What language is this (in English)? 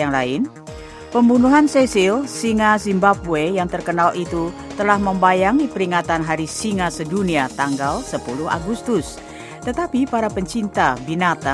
Indonesian